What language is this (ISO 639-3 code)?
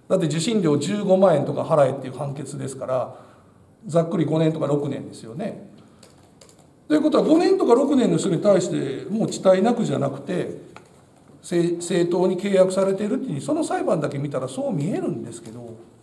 jpn